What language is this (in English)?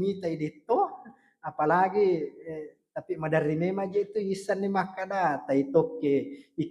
Buginese